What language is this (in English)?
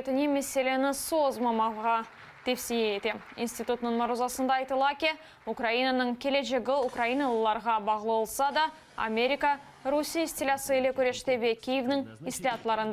Crimean Tatar